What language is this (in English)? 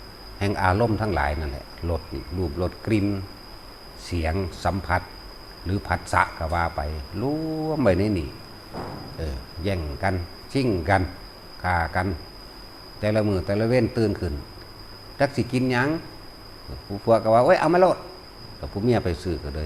Northeastern Thai